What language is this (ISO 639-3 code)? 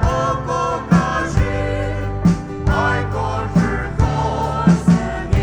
pmx